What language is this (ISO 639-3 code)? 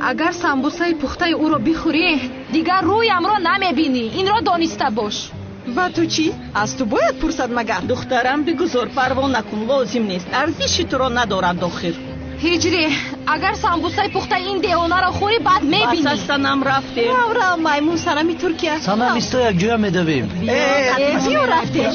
tgk